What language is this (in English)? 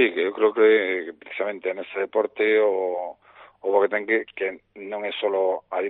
Galician